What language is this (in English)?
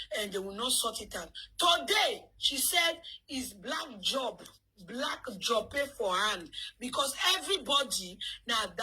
Nigerian Pidgin